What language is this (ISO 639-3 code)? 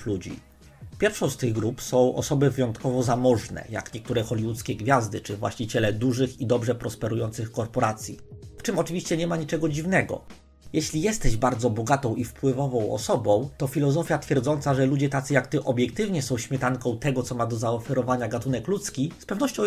pol